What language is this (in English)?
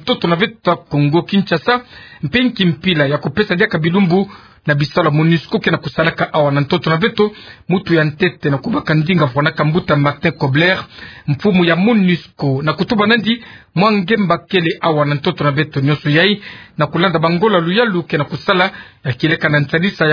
Kituba (Democratic Republic of Congo)